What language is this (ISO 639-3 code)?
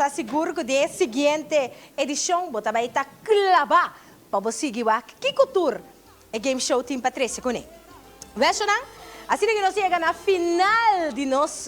pap